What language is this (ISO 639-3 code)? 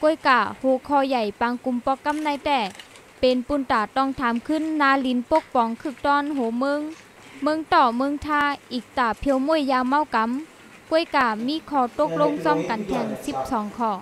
shn